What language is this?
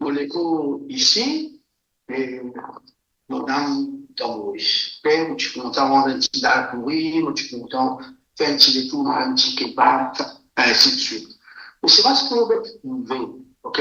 Morisyen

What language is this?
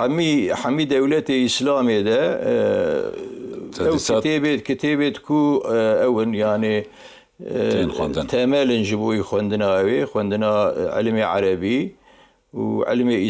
Kurdish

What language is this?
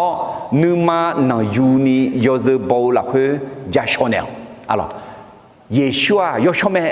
Akha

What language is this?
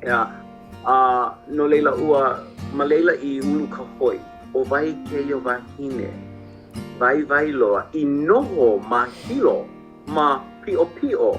Hawaiian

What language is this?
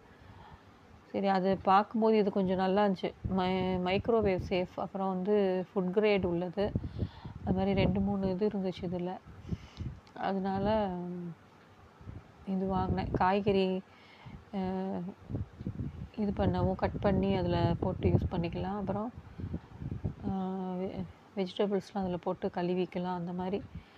Tamil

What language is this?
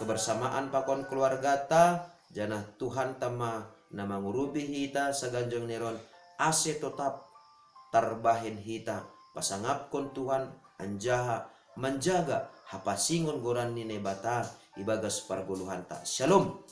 Batak Simalungun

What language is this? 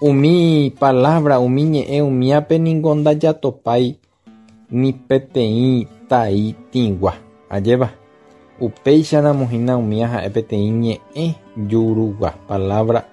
Guarani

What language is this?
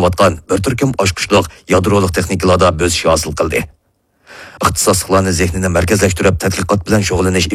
Uyghur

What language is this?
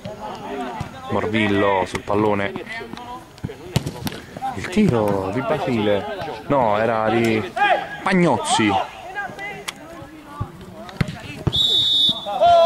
Italian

